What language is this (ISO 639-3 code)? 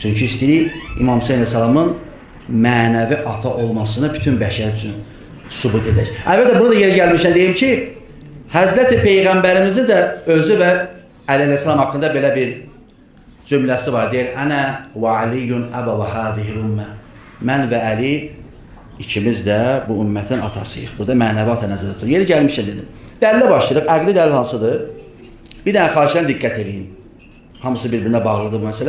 aze